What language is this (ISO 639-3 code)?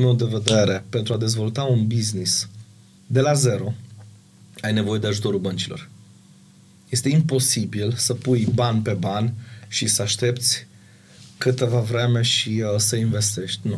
ron